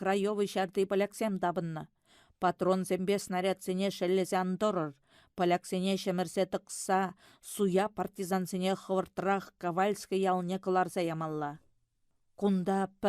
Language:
Chuvash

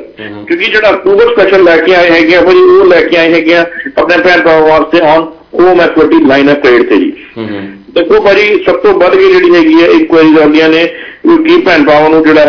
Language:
Punjabi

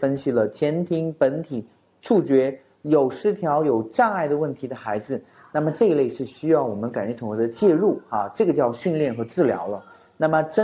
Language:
Chinese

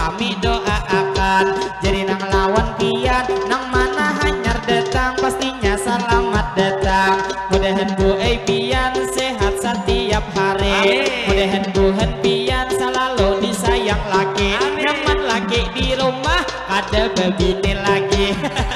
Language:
Banjar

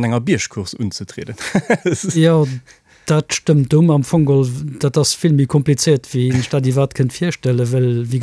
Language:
Luxembourgish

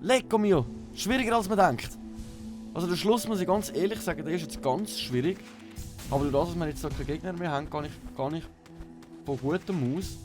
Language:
Swiss German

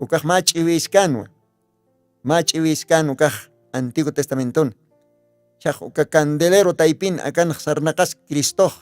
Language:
Aymara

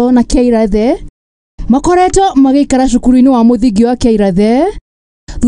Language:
Kikuyu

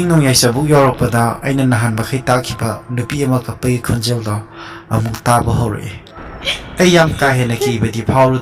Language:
Manipuri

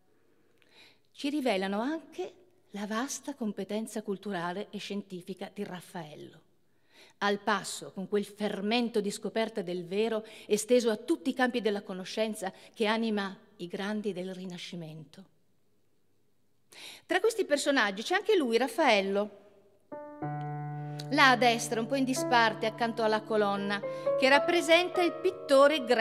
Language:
Italian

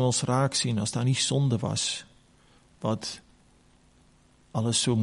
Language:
Afrikaans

